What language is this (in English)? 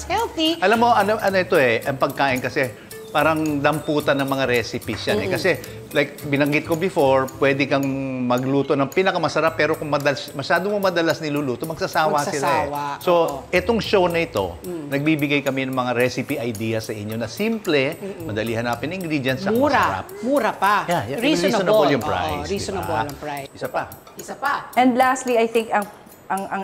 Filipino